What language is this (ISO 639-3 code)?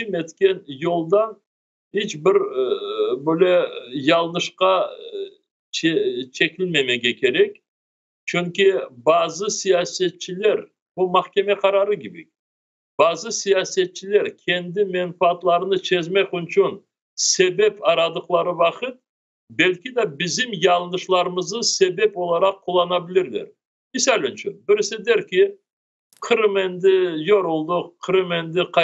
crh